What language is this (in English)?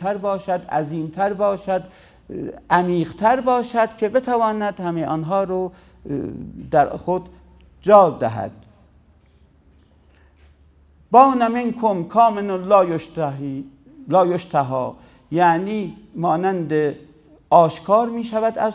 Persian